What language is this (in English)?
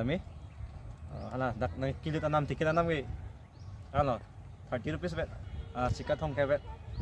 Karbi